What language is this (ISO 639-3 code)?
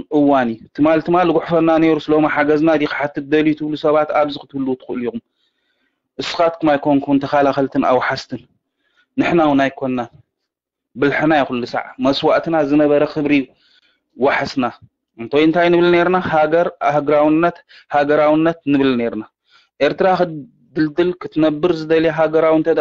tir